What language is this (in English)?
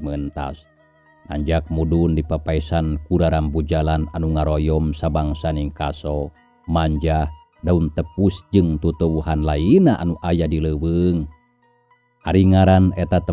Sundanese